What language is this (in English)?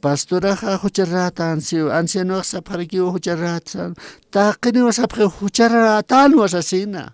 Aymara